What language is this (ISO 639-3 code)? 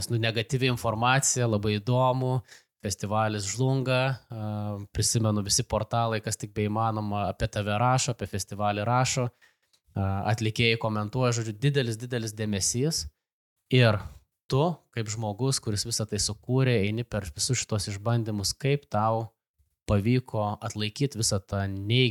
lit